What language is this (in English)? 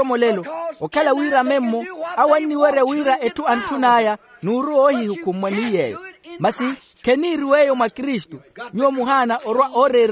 Makhuwa